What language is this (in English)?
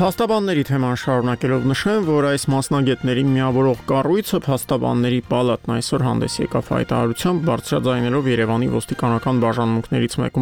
Armenian